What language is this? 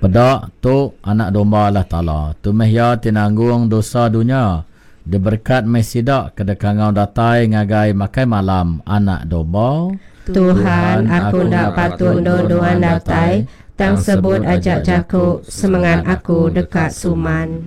Iban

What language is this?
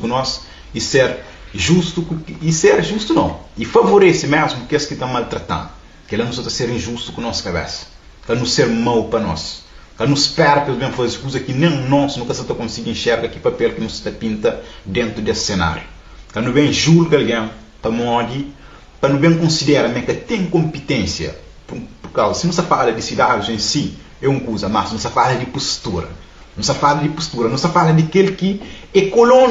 Kabuverdianu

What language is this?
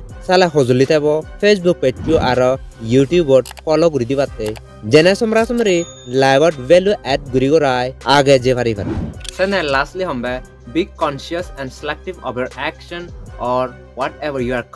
Chakma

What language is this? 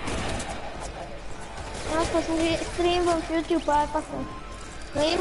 Bulgarian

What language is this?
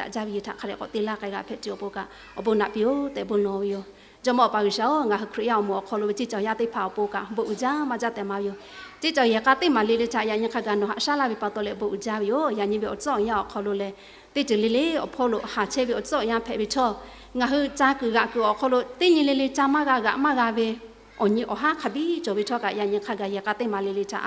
Lahu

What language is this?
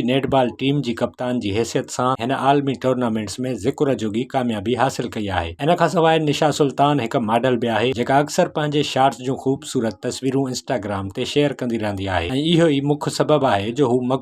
Sindhi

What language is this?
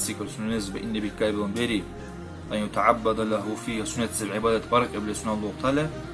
Dargwa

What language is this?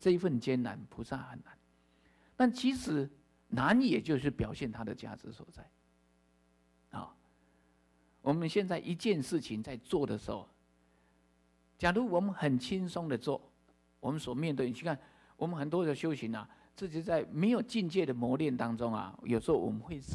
Chinese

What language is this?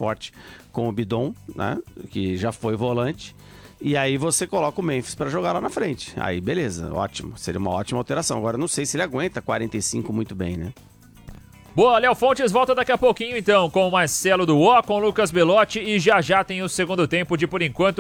Portuguese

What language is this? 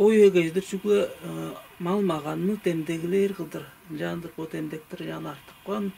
Tuvinian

